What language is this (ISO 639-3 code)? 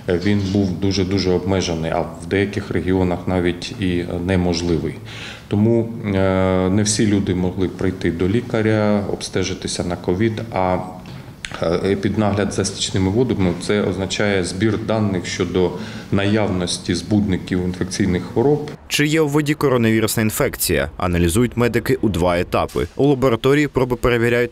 ukr